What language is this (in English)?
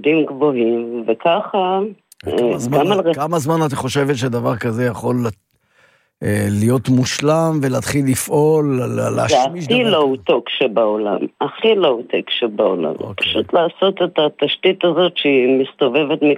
Hebrew